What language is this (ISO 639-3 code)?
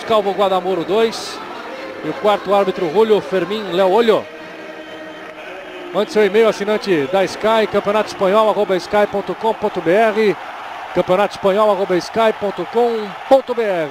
por